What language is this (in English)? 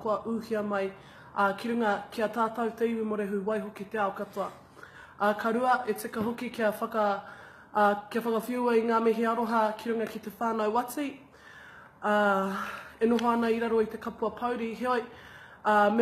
Māori